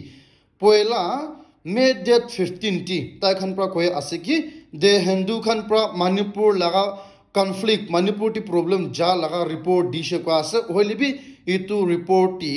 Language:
Naga Pidgin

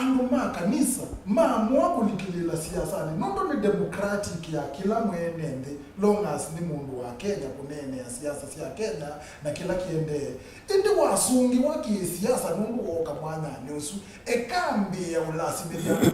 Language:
Kamba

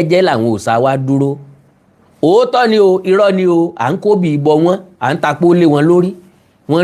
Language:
Yoruba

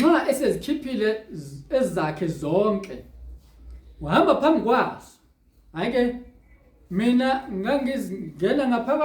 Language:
Zulu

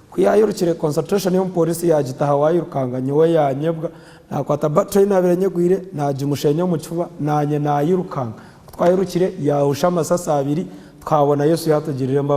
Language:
Nyankole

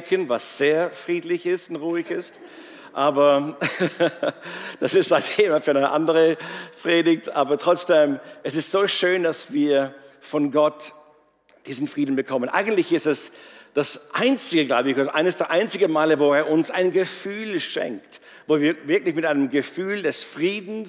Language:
Swiss German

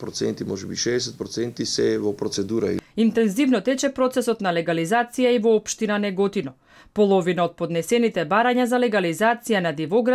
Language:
Macedonian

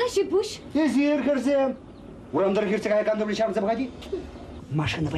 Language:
Chuvash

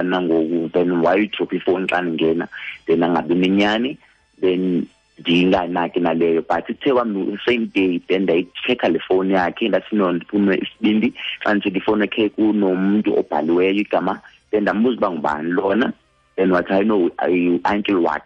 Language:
Xhosa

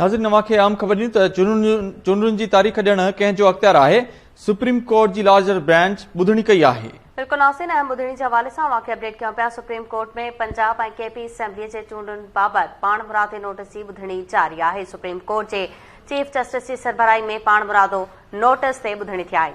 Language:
Sindhi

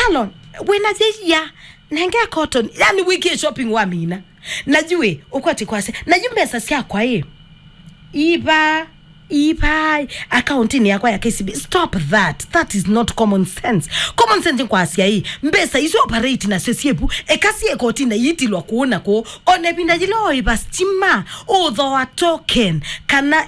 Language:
Kamba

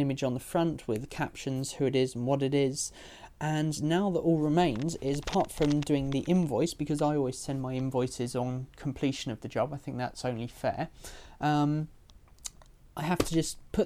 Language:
English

